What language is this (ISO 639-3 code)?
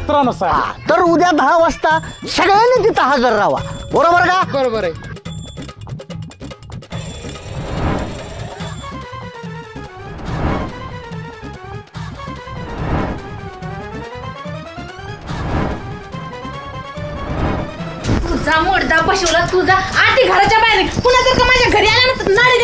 mar